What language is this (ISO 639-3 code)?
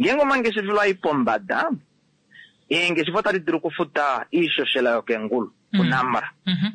kua